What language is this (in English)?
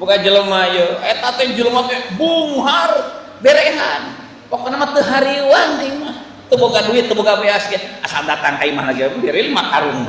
Sundanese